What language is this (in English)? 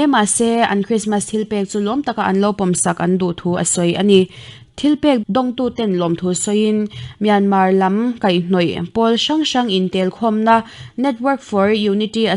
Mizo